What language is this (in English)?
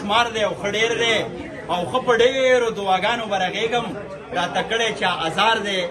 Pashto